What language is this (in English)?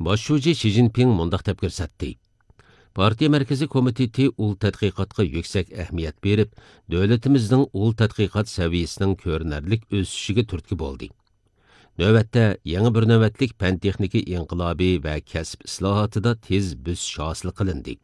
Uyghur